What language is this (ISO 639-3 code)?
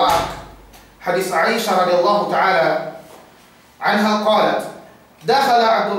yka